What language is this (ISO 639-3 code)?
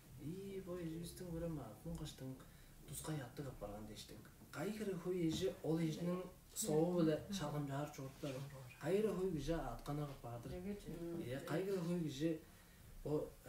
tyv